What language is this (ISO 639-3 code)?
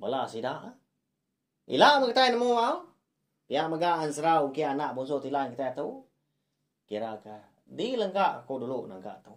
iba